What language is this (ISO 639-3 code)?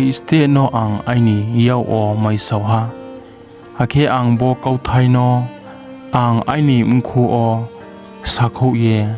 ria